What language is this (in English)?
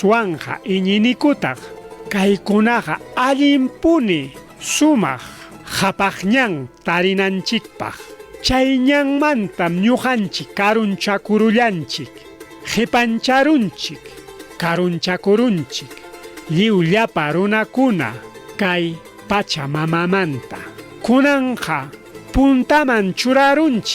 Ayacucho Quechua